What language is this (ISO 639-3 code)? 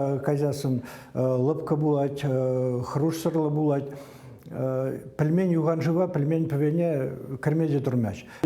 chv